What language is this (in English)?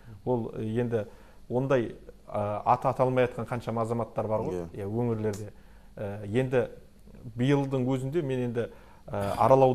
Kazakh